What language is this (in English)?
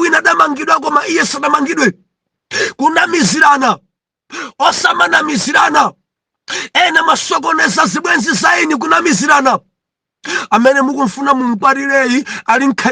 Nyanja